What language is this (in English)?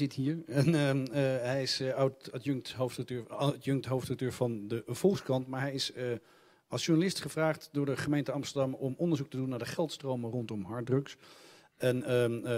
Dutch